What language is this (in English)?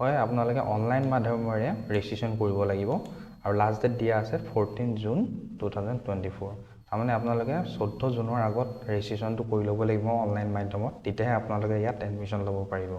Assamese